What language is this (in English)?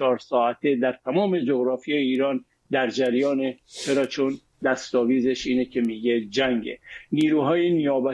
Persian